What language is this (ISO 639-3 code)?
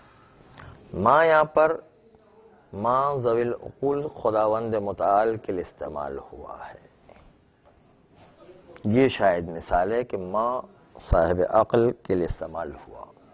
urd